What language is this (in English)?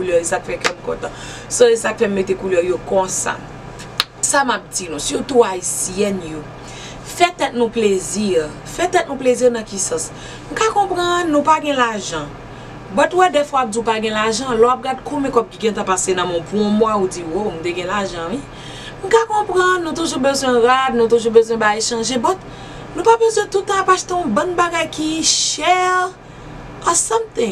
Haitian Creole